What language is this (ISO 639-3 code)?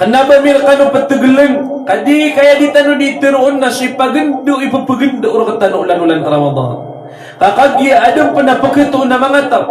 mrw